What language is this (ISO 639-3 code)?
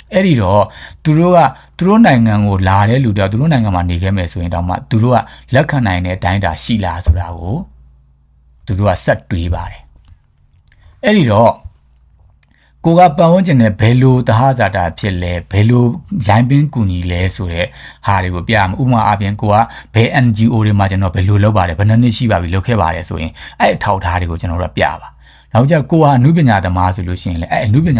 mya